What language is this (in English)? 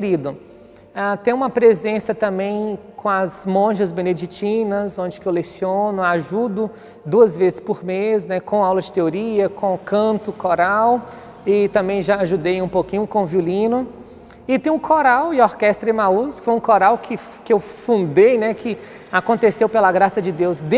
Portuguese